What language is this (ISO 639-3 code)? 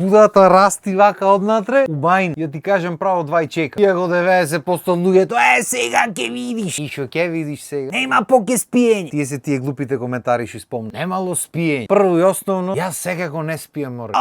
mkd